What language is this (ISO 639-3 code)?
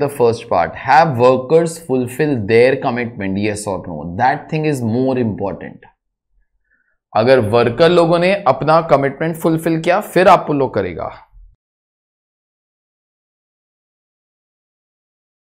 hin